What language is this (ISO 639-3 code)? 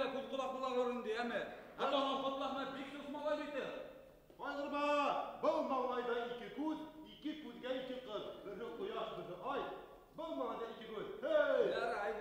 bak